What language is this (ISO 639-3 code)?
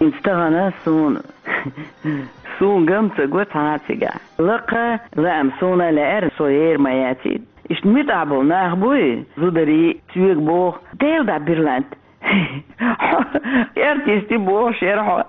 che